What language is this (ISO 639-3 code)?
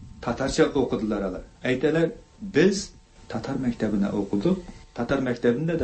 tat